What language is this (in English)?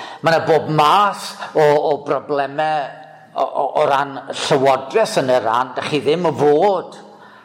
Welsh